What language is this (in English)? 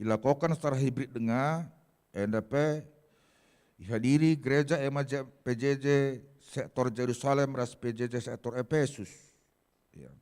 Batak Karo